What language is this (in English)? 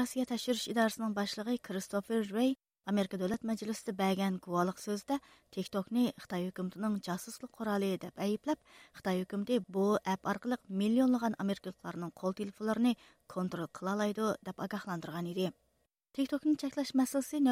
Uyghur